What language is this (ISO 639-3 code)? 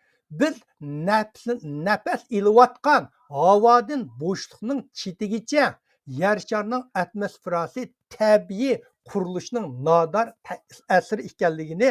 uig